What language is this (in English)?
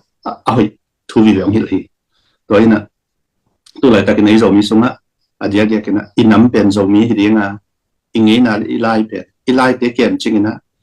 Tedim Chin